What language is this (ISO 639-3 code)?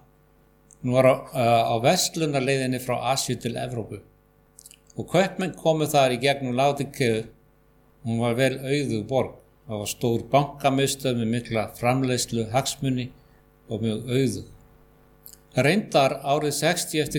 isl